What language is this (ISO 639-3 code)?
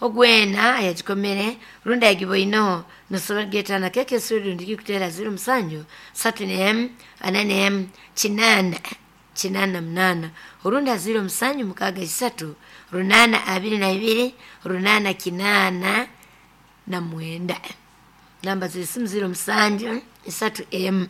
nyo